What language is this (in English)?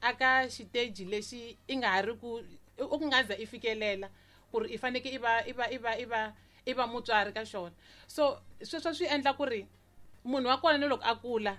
Tsonga